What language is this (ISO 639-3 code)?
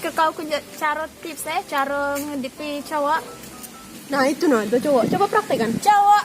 mui